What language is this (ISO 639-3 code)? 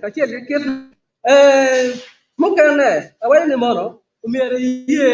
ach